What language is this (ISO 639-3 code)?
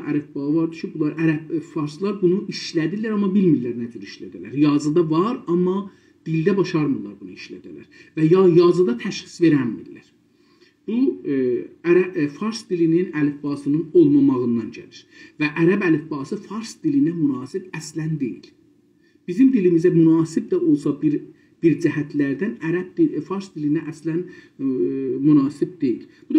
azb